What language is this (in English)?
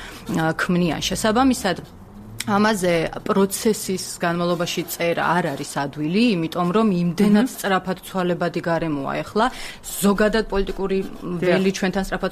Georgian